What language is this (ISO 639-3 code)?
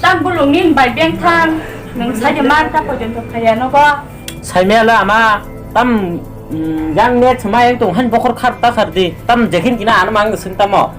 trp